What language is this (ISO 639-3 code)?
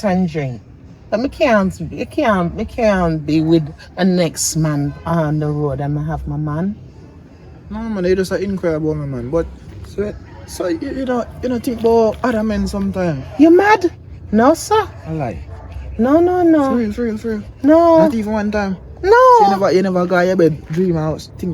jam